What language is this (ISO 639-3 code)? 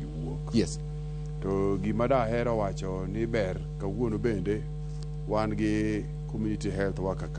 luo